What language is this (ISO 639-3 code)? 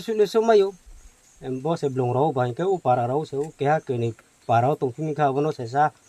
ria